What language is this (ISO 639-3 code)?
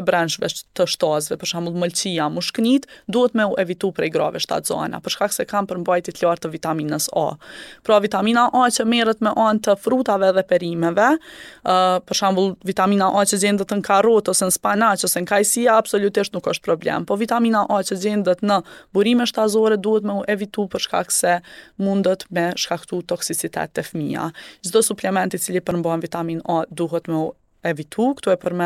sqi